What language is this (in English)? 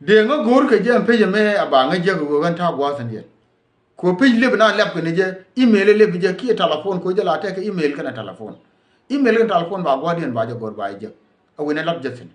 Nuer